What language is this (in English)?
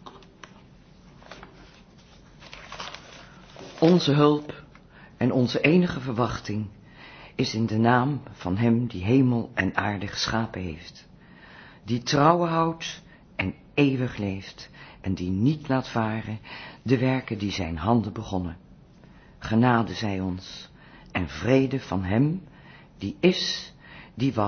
Dutch